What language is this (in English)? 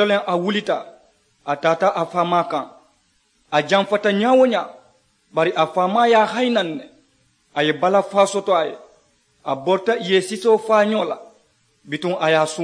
Mandingo